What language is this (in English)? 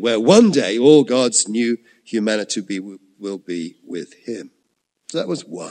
English